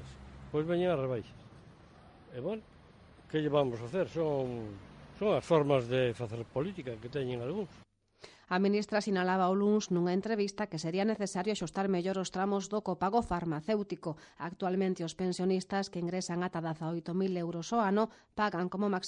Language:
Galician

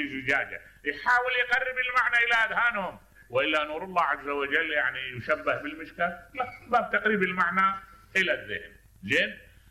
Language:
Mesopotamian Arabic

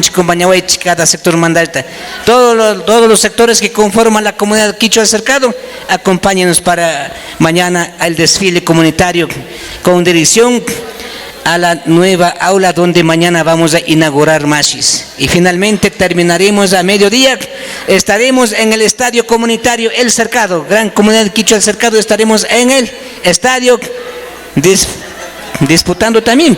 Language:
Imbabura Highland Quichua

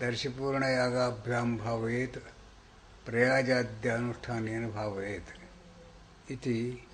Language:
Sanskrit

